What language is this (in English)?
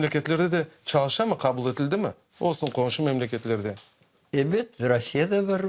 Crimean Tatar